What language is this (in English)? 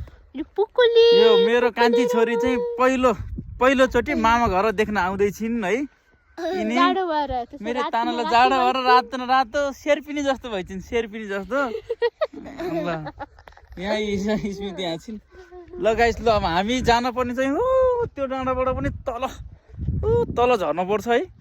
Nepali